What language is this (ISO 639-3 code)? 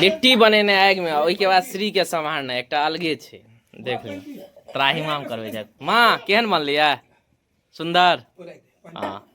mai